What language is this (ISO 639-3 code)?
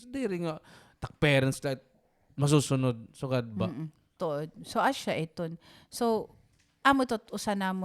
war